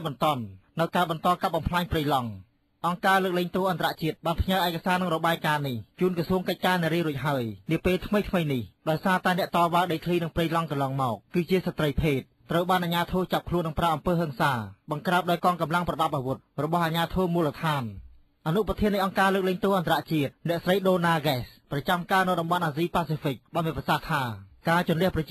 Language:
Khmer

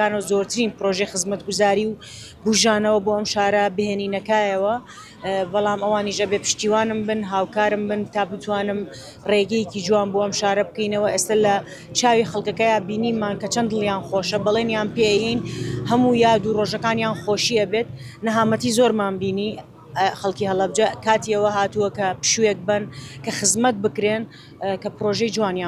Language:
Central Kurdish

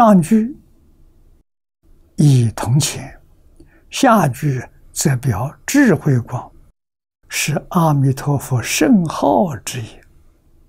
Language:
Chinese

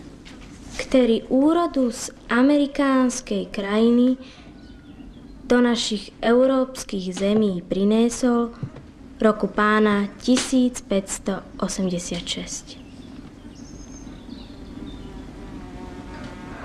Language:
Slovak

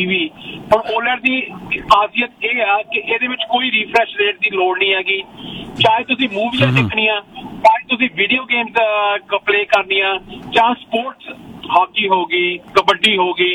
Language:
Punjabi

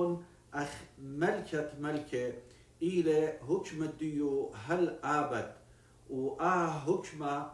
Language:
Assyrian Neo-Aramaic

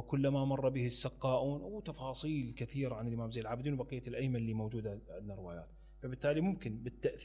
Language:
Mesopotamian Arabic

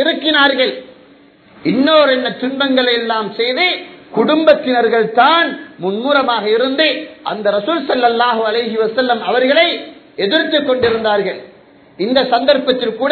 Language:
Tamil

